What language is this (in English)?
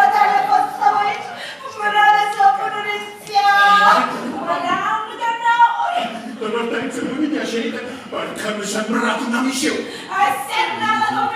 Neapolitan